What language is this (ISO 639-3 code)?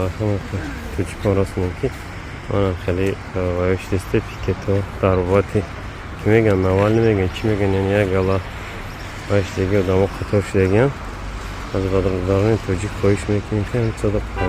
tgk